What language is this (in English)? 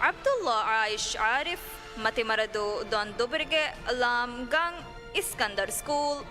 Divehi